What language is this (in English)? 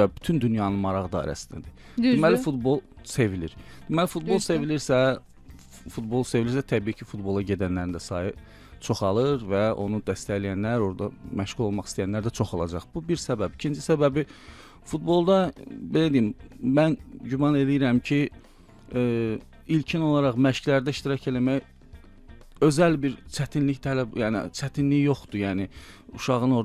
Azerbaijani